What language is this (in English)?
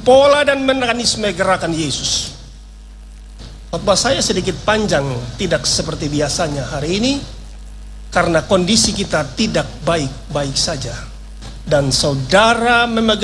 Indonesian